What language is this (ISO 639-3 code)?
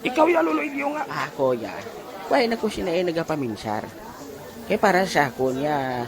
hil